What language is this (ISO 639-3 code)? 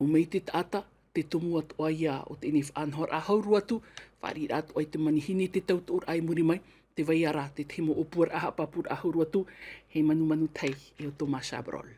tah